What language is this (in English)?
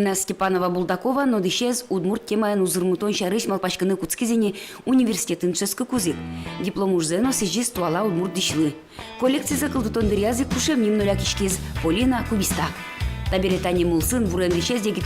Udmurt